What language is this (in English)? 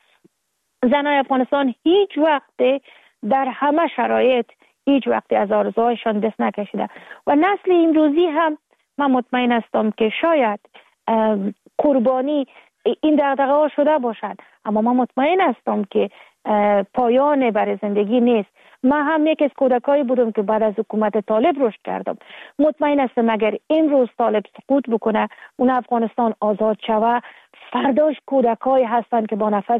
Persian